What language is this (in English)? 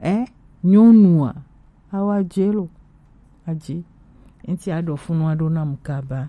Gen